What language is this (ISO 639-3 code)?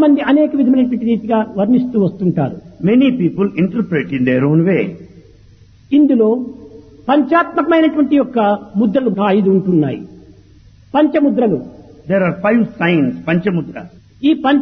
tel